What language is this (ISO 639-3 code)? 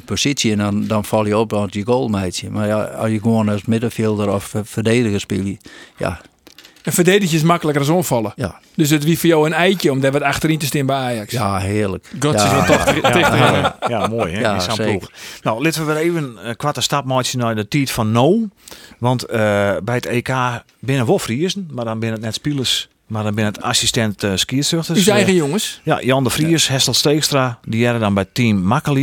fry